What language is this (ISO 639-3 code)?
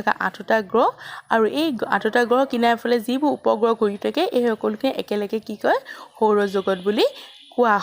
asm